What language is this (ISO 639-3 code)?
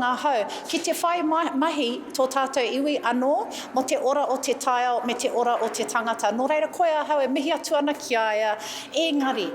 mri